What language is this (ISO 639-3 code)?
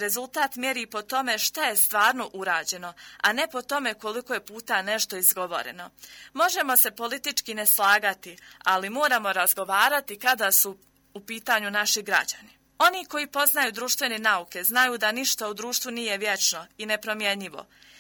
bos